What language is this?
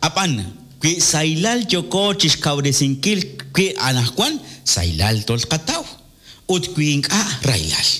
Kekchí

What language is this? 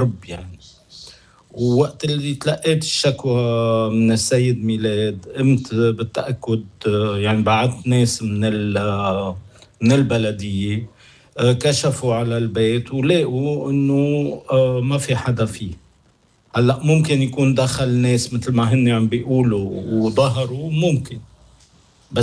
North Levantine Arabic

